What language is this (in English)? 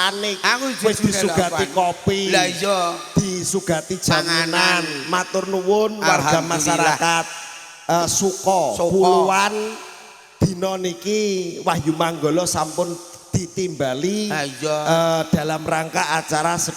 Javanese